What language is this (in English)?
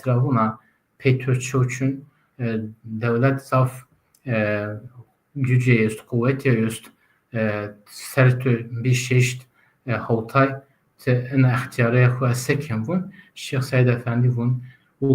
Zaza